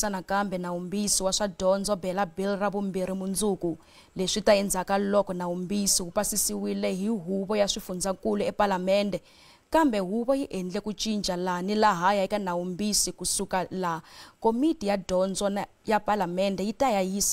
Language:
Tsonga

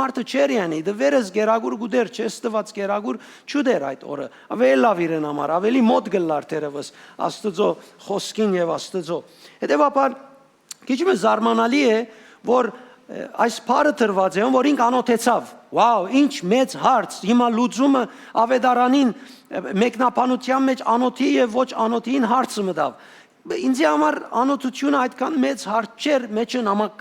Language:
Western Armenian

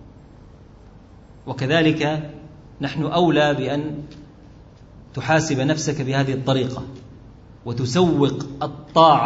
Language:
Arabic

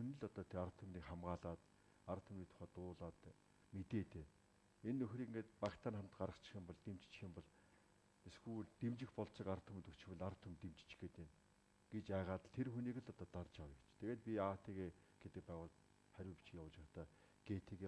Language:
Mongolian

